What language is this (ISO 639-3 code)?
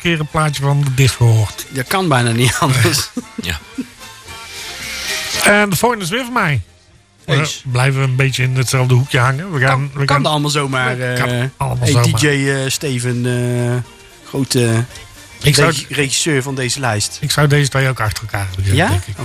nld